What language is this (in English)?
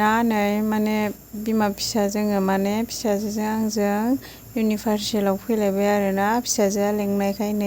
Bodo